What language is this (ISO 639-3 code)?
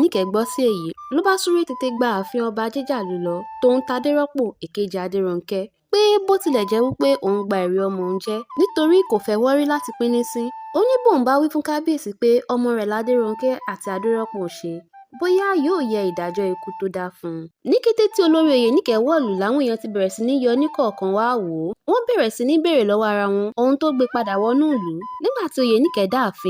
yor